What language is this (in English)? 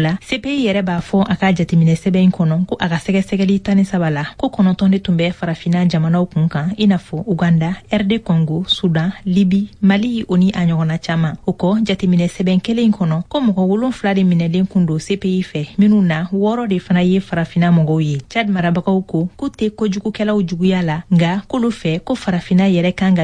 Bambara